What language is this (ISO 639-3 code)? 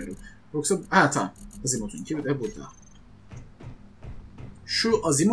tur